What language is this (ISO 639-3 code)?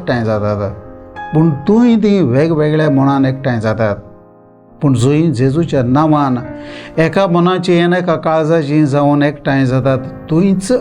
kok